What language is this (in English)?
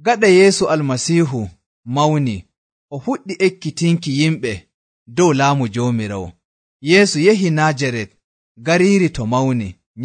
Nigerian Fulfulde